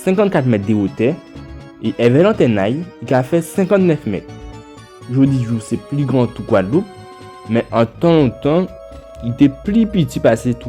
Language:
Guadeloupean Creole French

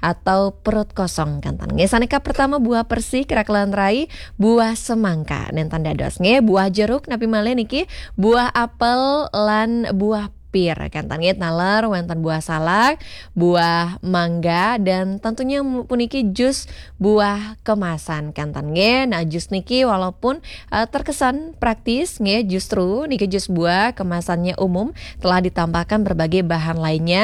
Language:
Balinese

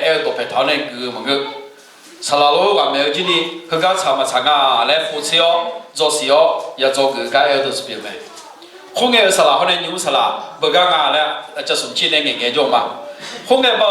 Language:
Akha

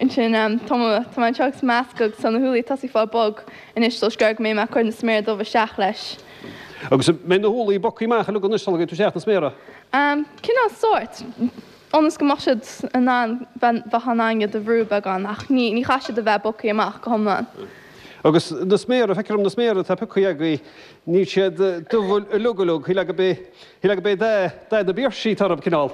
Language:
Irish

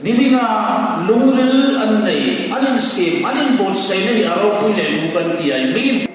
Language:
Hmar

